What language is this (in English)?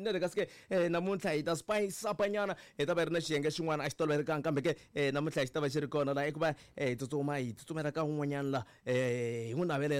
Tsonga